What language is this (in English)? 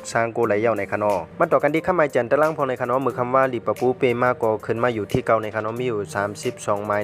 Shan